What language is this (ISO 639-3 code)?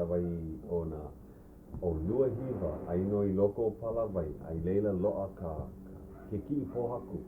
haw